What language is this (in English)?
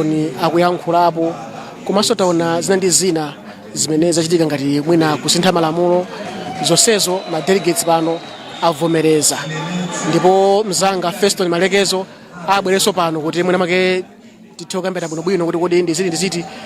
Nyanja